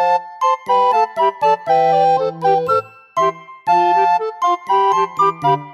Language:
Japanese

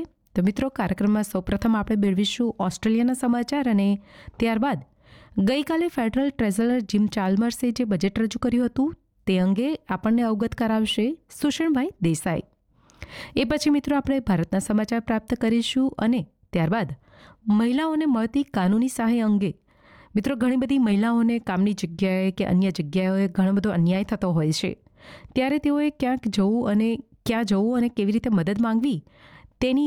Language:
Gujarati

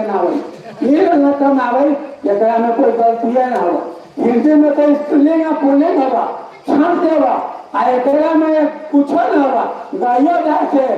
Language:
Magahi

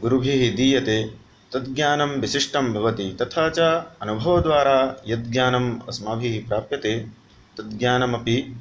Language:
Sanskrit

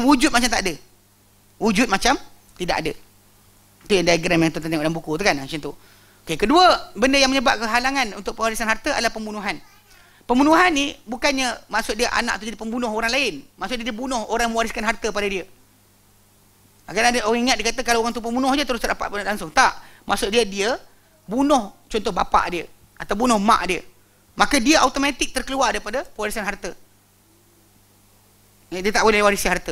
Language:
Malay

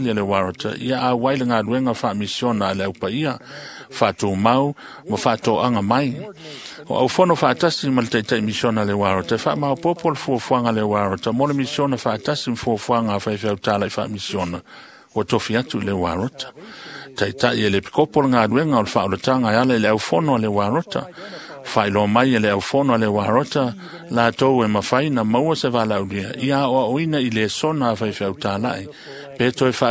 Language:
Samoan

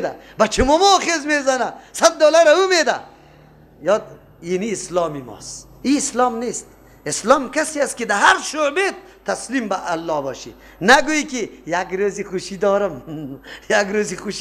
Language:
Persian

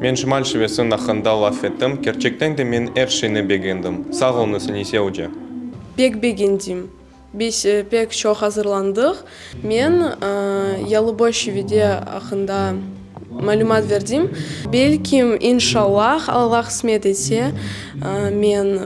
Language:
Crimean Tatar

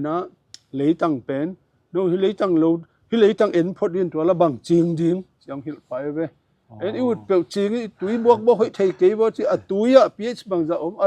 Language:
Tedim Chin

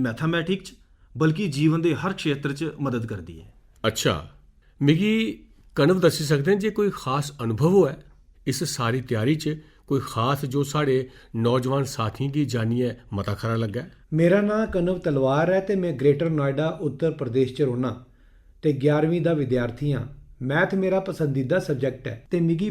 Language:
Dogri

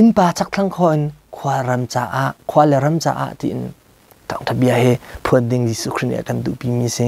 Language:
Hakha Chin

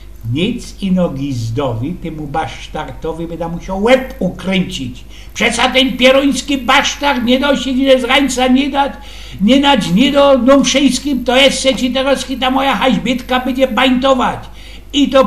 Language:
Silesian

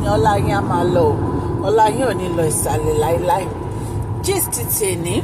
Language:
Yoruba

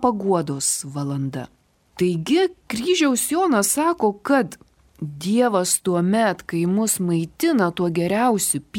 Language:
Lithuanian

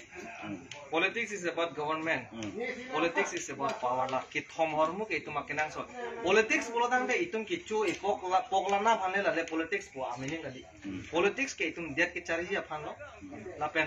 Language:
Karbi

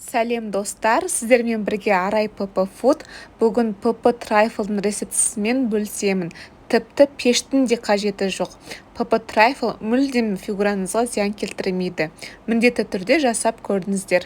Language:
Kazakh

